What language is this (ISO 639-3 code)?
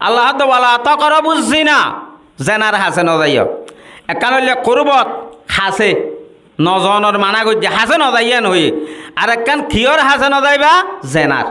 rhg